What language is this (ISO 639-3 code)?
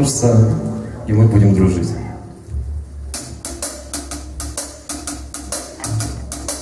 rus